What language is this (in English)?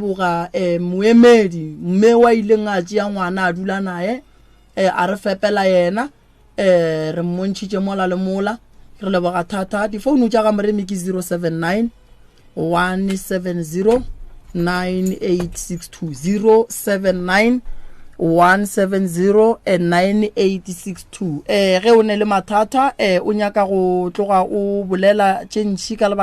Northern Sotho